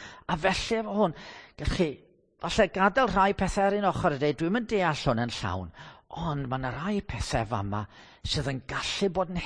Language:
Welsh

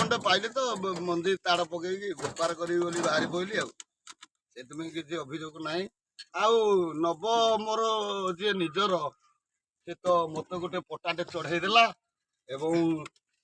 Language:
Odia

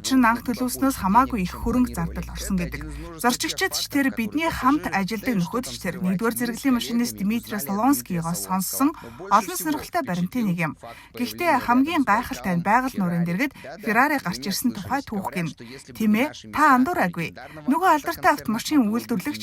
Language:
Mongolian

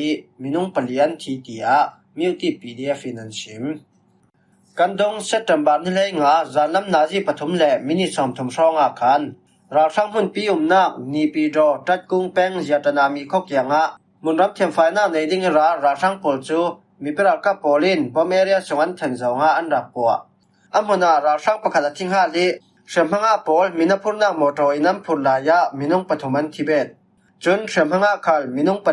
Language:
Falam Chin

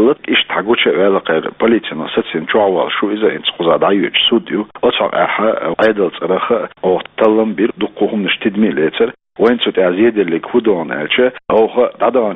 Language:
Chechen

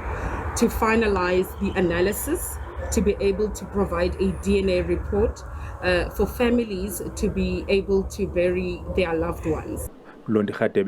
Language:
Zulu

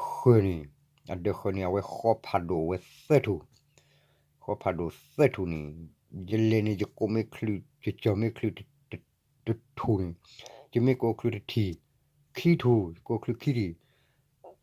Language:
S'gaw Karen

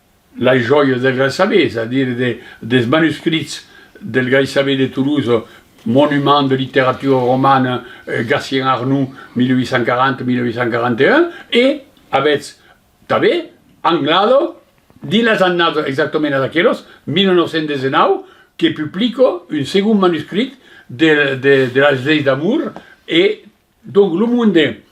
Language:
Occitan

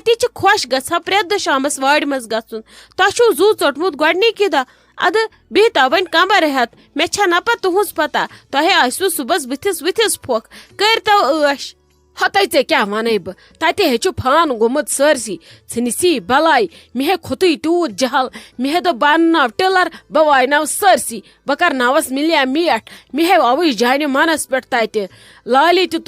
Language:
Kashmiri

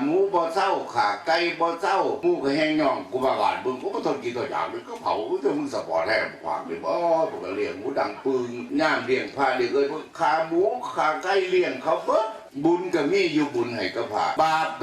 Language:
Northeastern Thai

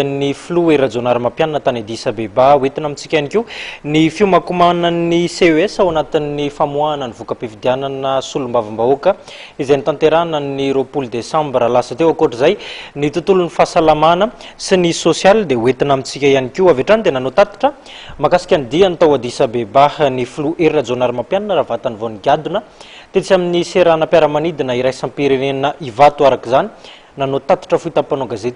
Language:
Malagasy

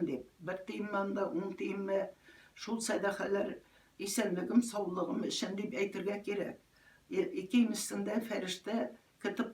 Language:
Tatar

